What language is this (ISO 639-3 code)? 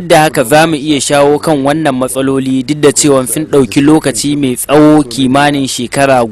hau